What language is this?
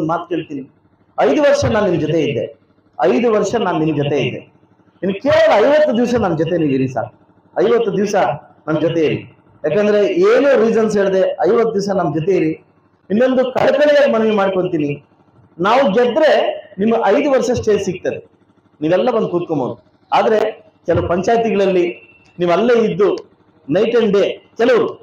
Kannada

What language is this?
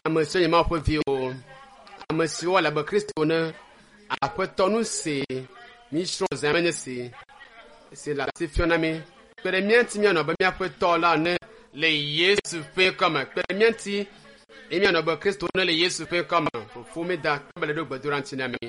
Ewe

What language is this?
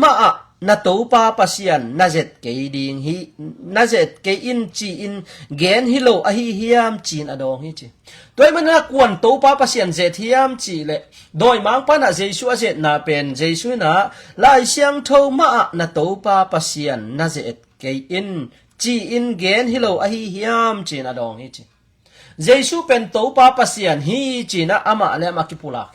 Tedim Chin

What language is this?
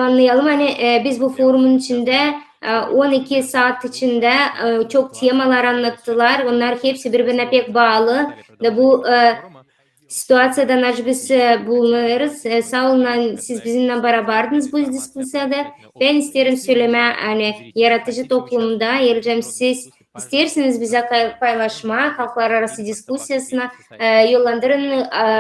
Gagauz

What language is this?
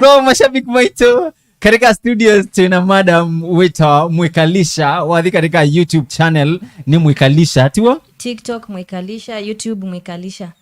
Kamba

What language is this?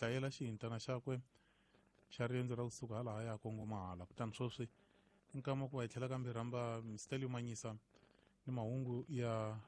Tsonga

